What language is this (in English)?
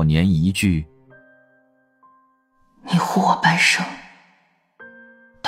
Chinese